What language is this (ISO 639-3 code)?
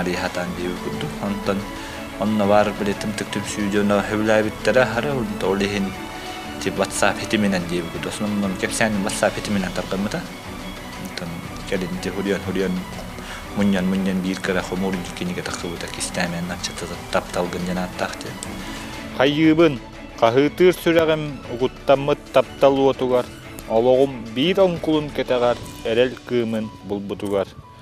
sah